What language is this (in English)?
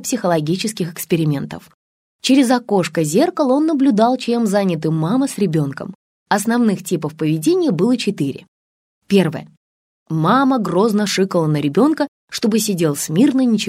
Russian